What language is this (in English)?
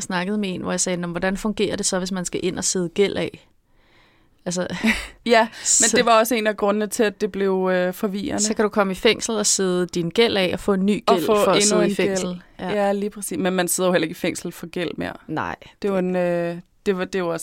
Danish